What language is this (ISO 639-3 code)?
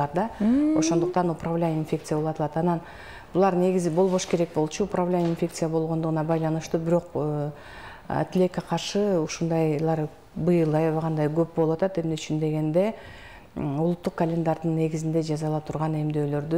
kir